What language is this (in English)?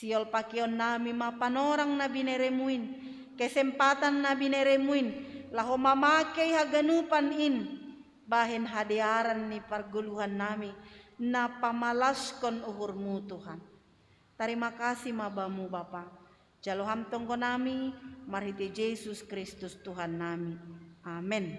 Batak Simalungun